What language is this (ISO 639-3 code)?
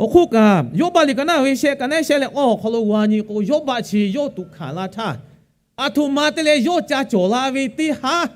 lhu